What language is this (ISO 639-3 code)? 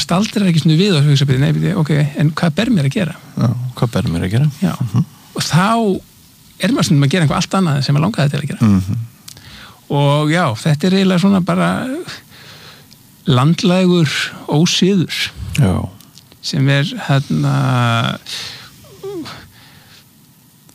isl